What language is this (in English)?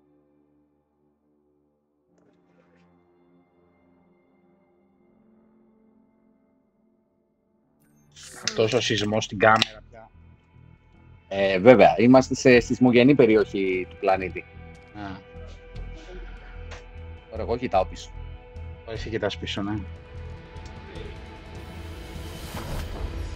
Greek